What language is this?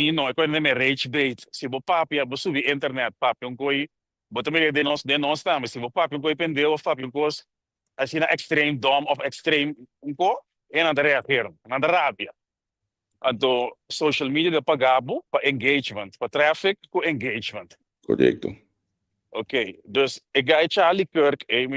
Papiamento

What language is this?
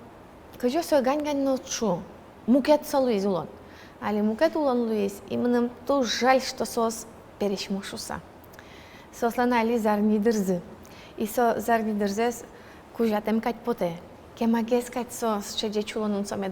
Udmurt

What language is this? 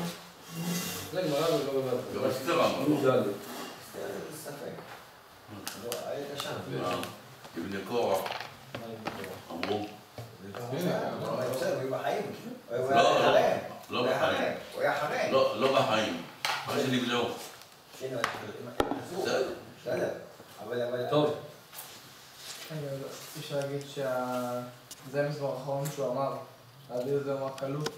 Hebrew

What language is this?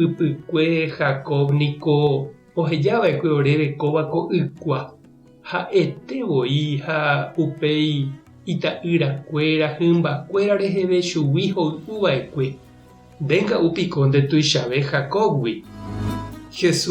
Guarani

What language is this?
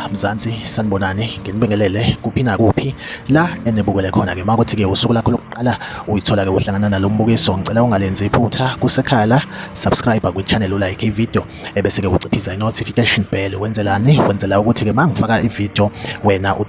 Zulu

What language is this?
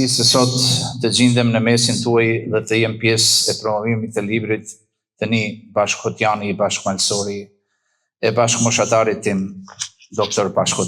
Albanian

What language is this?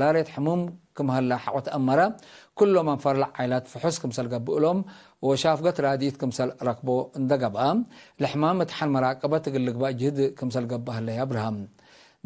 Tigre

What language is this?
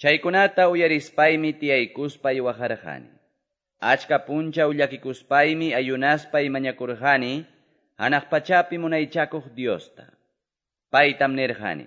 Ayacucho Quechua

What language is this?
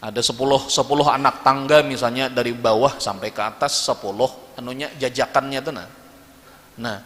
Banjar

